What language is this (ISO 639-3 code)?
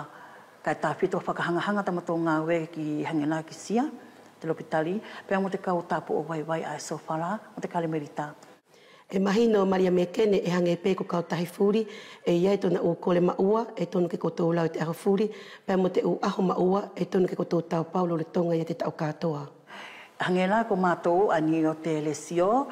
wls